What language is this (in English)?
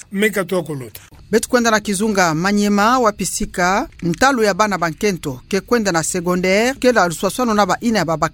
Kituba (Democratic Republic of Congo)